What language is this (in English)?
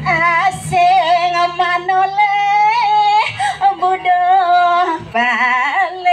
Balinese